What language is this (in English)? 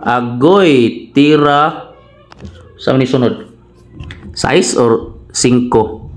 Cebuano